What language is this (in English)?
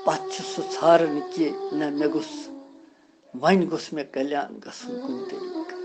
Kashmiri